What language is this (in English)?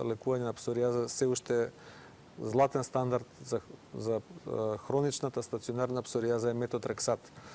Macedonian